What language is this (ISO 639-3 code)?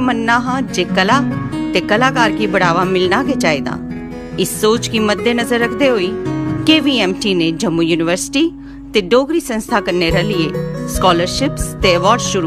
doi